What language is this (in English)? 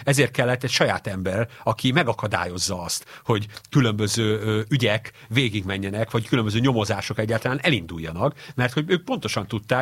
Hungarian